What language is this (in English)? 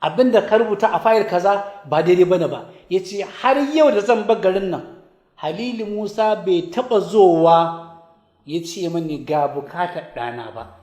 Hausa